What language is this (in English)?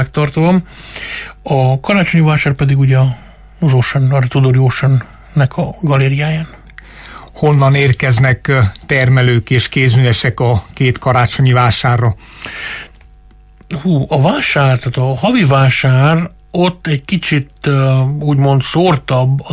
Hungarian